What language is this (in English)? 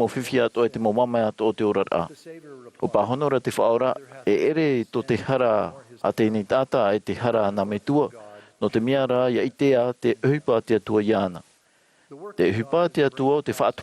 Tahitian